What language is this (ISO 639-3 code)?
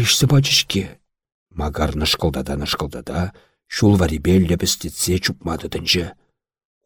chv